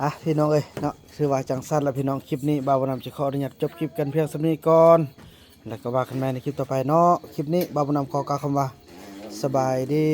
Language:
Northeastern Thai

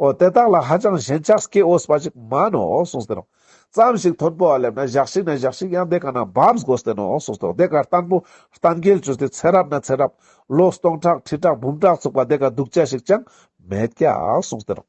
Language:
Ladakhi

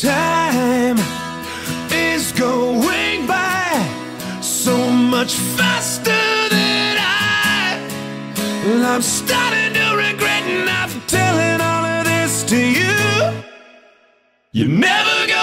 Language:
English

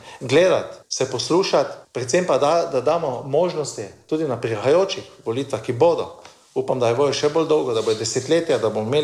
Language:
Slovenian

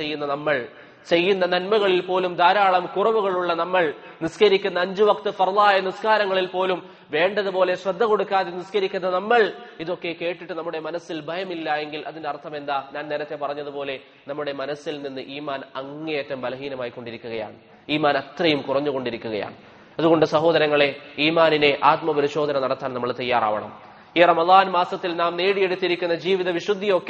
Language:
Malayalam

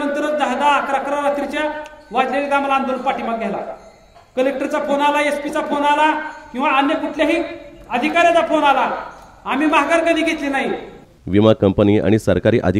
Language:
Marathi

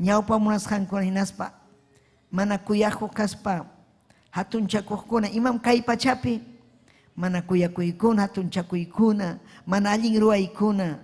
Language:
Ayacucho Quechua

